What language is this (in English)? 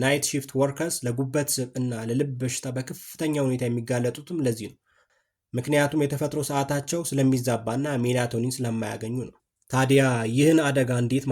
Amharic